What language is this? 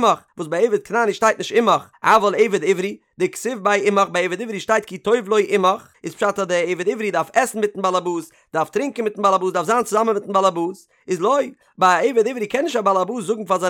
Yiddish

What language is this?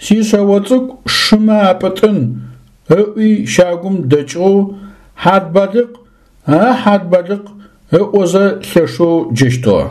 Adyghe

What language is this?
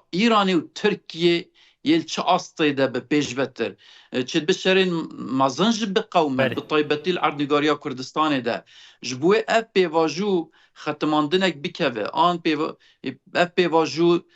Kurdish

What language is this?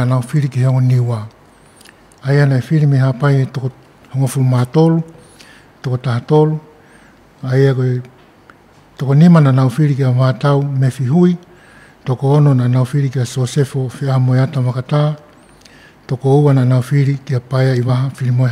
Tongan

